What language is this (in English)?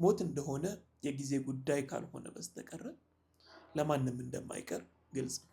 Amharic